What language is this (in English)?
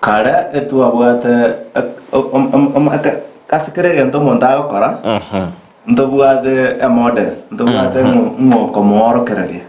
Gusii